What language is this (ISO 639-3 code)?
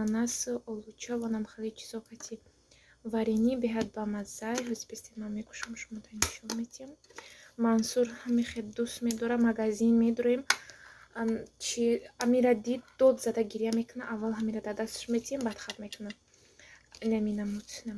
tgk